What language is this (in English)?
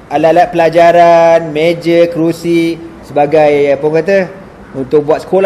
Malay